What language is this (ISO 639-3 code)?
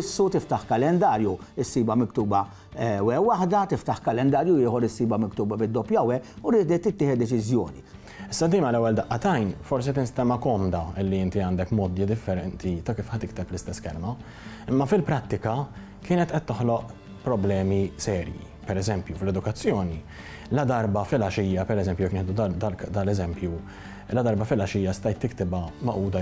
mlt